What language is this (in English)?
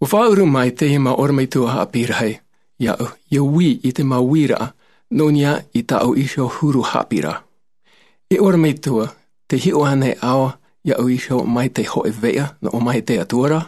Tahitian